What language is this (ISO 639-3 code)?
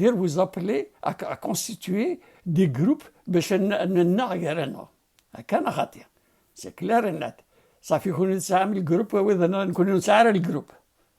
kab